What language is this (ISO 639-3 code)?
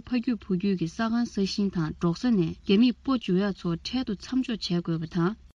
bod